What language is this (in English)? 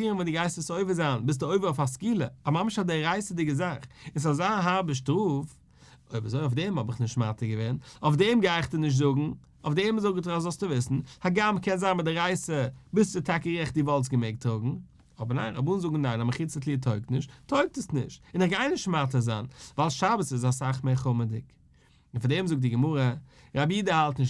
Yiddish